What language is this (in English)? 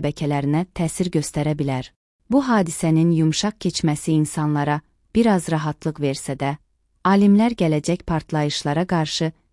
Azerbaijani